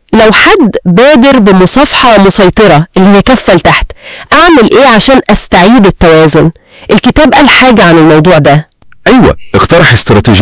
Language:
Egyptian Arabic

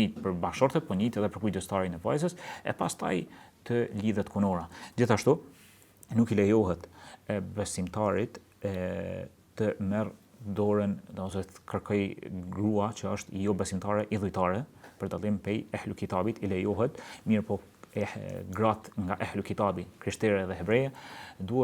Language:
Albanian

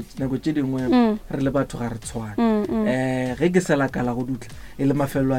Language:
Northern Sotho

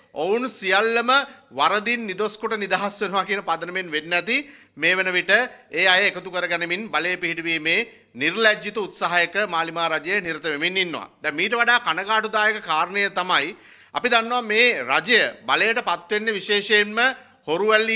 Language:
Sinhala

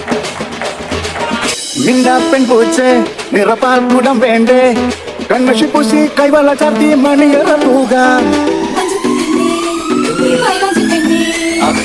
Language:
Malayalam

